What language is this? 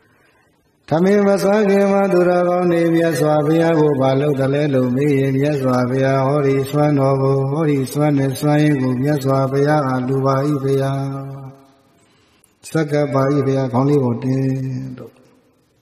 Burmese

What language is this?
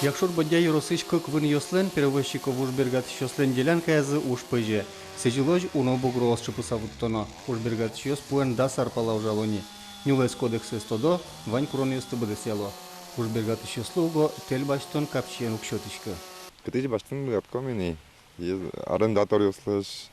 Udmurt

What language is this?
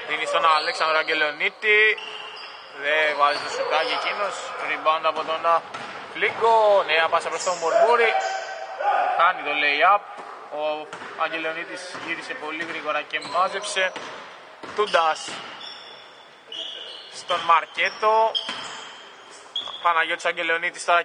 Greek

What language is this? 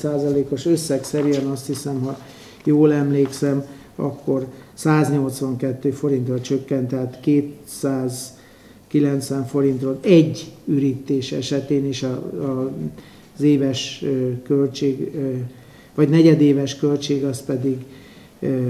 Hungarian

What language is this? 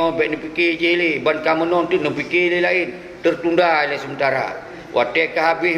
Achinese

